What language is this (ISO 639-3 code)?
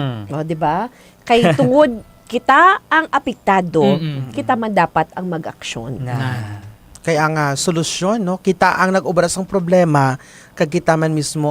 hil